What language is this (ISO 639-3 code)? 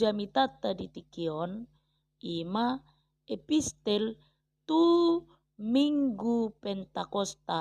bbc